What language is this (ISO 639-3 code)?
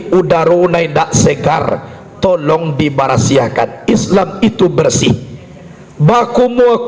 min